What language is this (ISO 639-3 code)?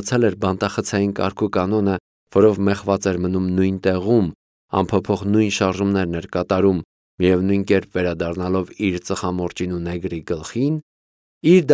hye